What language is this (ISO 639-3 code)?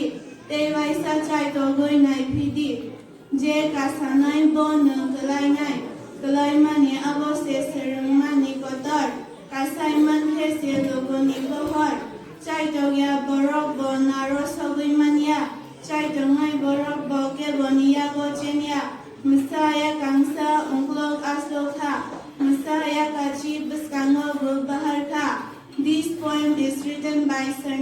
trp